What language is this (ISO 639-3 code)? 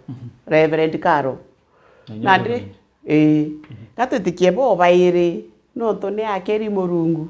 mer